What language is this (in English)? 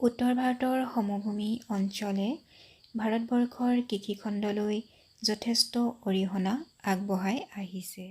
Assamese